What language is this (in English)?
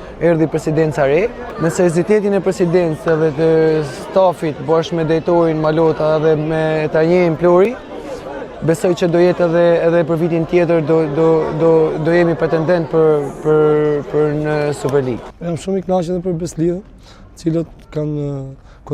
Albanian